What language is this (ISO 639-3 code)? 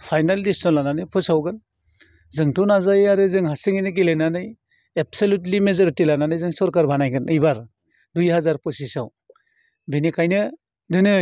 brx